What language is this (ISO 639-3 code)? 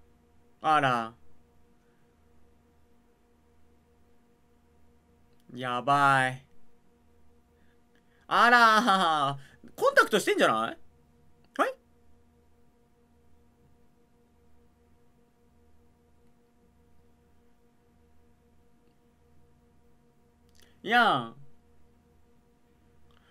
jpn